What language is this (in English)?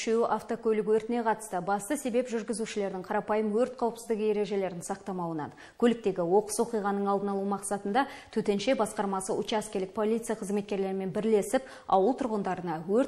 Kazakh